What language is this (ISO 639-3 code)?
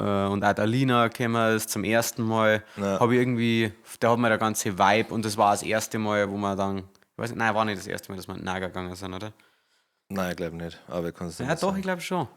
bar